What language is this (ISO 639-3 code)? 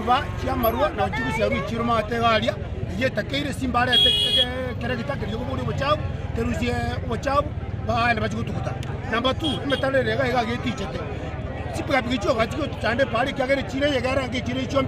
guz